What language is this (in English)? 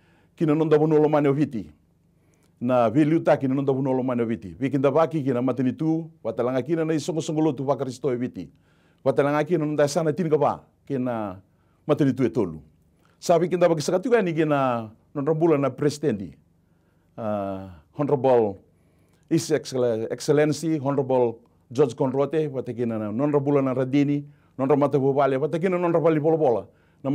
Fijian